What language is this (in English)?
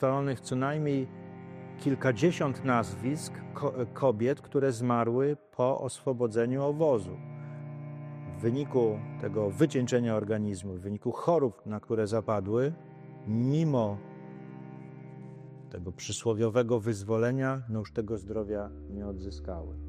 Polish